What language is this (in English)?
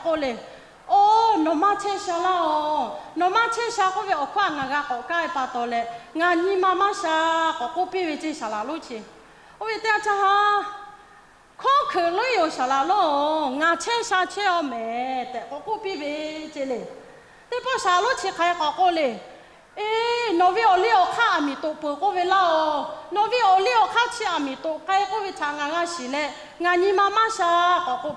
Lahu